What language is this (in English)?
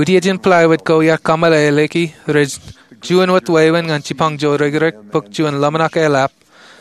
Marshallese